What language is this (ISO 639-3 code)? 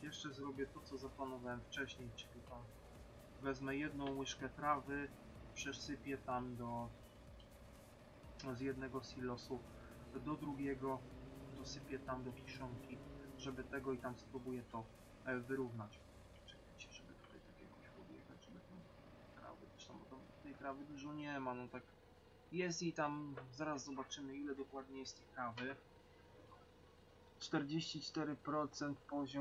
pol